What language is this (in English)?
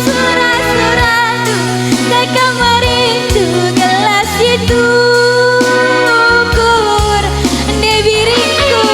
Batak Karo